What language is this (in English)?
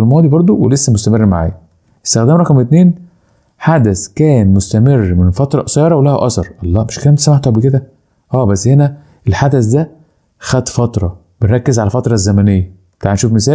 Egyptian Arabic